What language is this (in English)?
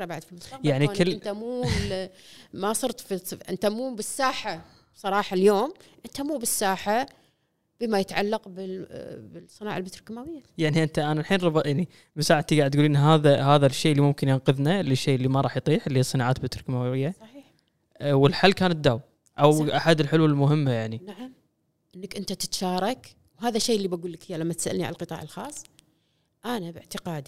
Gulf Arabic